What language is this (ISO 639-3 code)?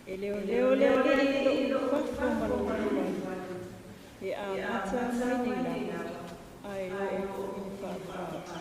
smo